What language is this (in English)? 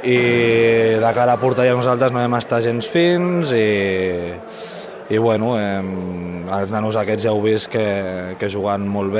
Catalan